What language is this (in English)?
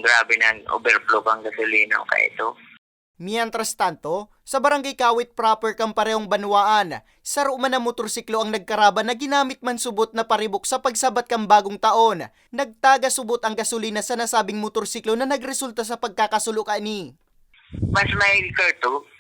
Bikol